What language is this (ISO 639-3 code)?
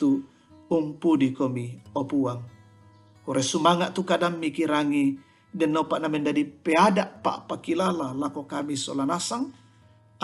sda